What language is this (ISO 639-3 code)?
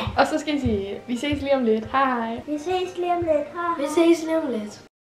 dan